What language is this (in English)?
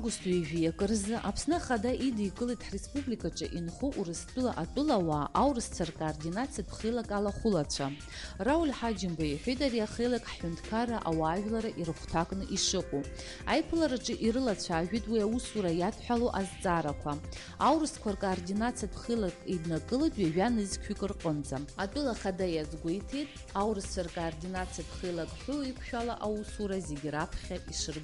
Abkhazian